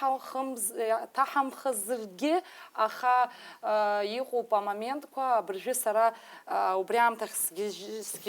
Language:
Abkhazian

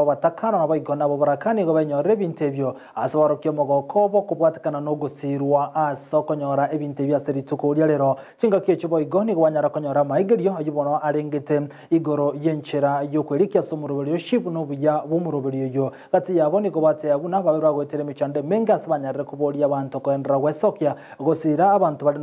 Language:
Gusii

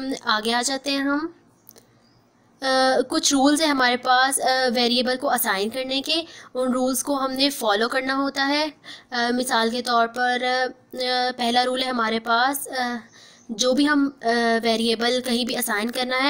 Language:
Hindi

